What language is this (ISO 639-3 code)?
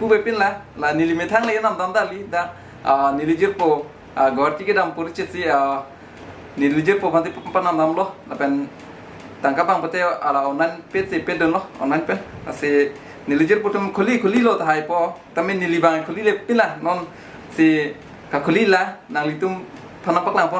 mjw